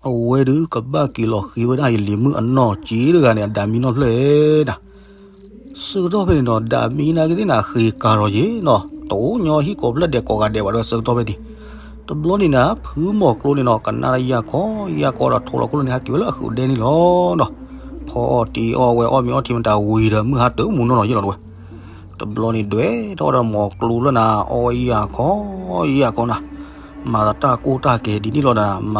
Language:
S'gaw Karen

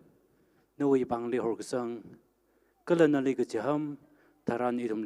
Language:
Tangkhul Naga (India)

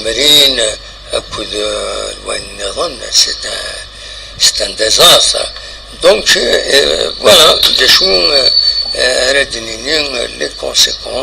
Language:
Kabyle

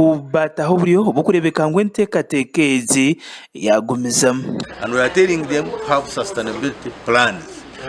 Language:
Nyankole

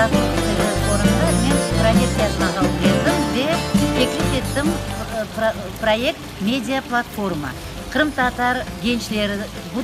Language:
Crimean Tatar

